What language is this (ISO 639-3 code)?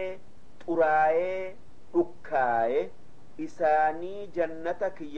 orm